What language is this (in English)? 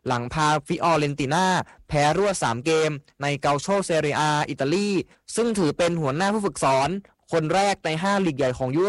Thai